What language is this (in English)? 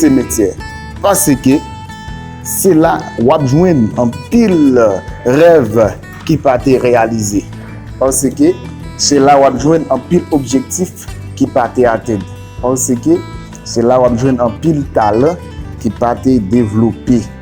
Haitian Creole